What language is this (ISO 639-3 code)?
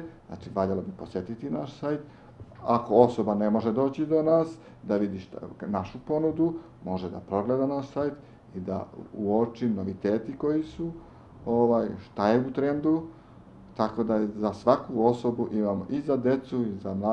srp